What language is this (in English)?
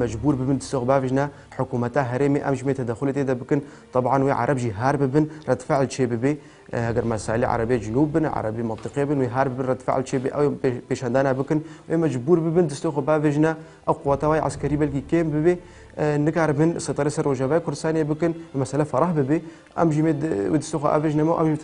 Kurdish